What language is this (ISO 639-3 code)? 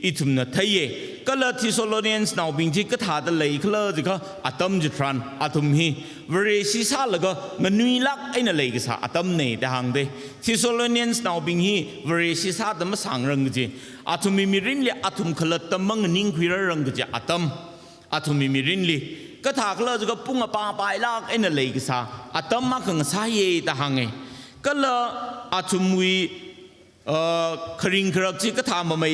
nmf